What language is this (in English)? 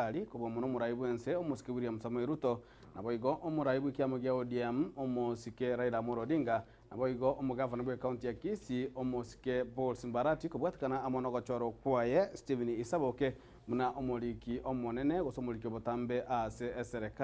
Gusii